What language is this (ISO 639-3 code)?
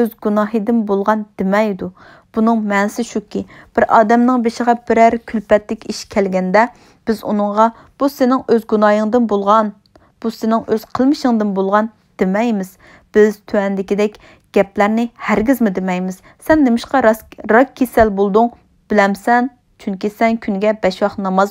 uig